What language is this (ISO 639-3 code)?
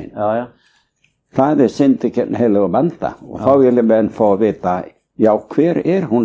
isl